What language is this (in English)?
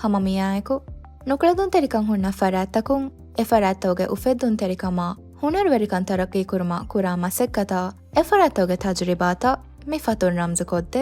Divehi